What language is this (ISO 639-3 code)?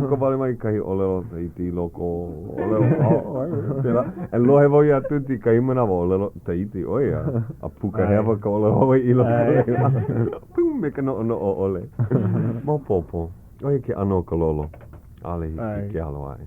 haw